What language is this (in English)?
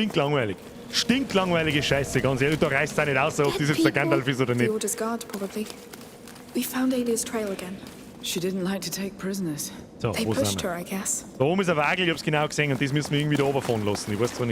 Bavarian